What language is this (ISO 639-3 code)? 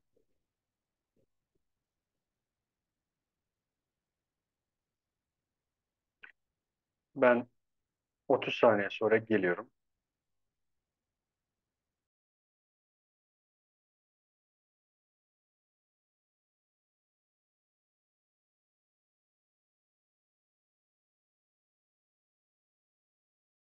tur